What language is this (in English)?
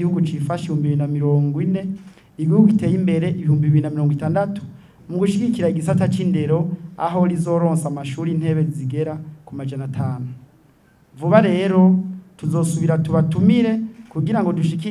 Rundi